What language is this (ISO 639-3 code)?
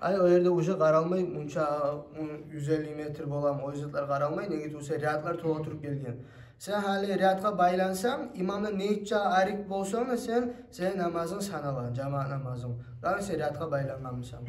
kum